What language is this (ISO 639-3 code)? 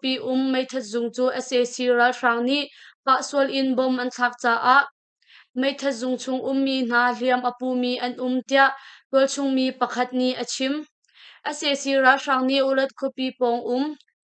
cnh